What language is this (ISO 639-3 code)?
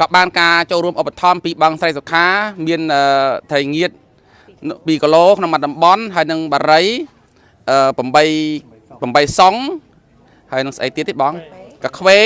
khm